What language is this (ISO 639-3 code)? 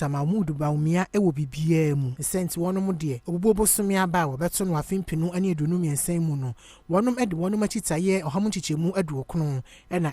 aka